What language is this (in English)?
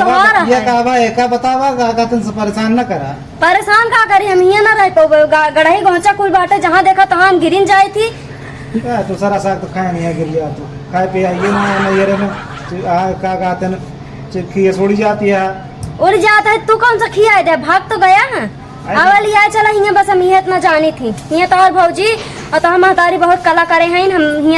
Awadhi